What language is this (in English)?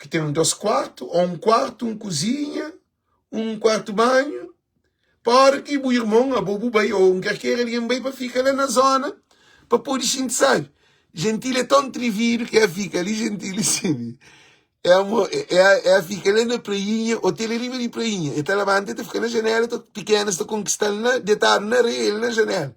Kabuverdianu